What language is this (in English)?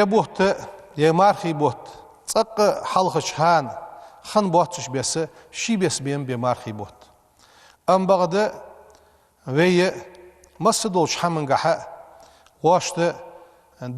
Ingush